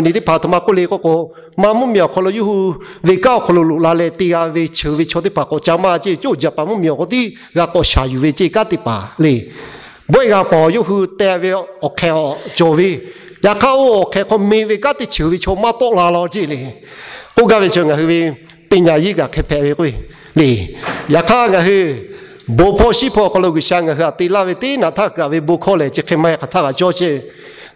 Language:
Lahu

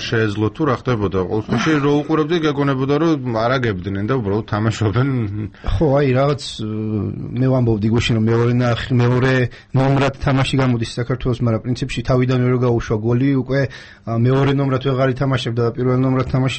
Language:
Georgian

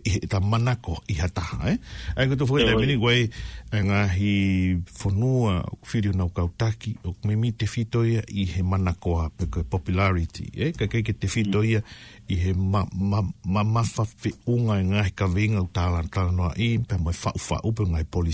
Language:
Tongan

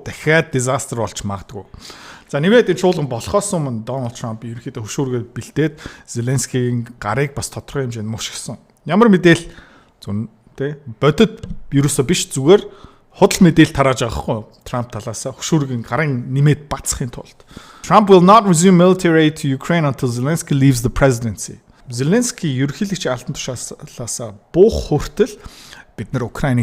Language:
Mongolian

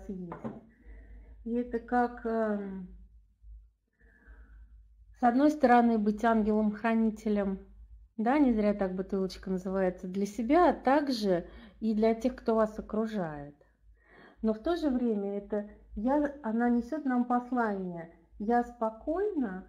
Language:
Russian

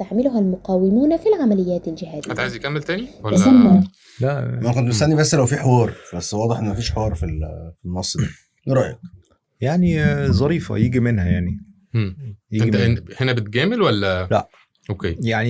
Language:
Egyptian Arabic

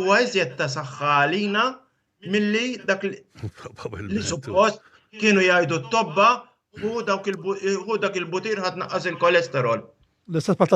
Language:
Maltese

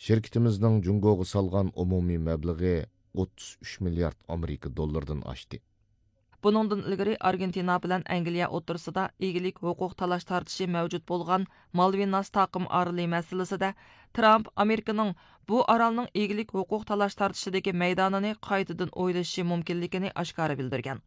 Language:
Uyghur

